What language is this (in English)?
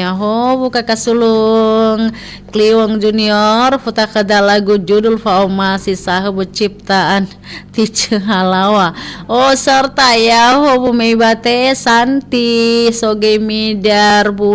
Nias